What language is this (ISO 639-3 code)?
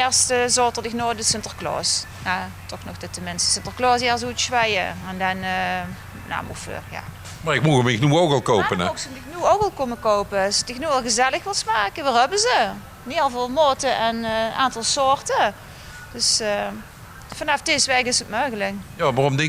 lim